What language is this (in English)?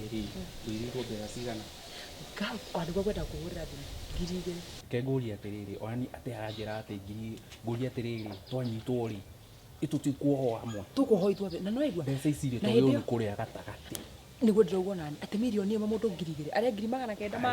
Kikuyu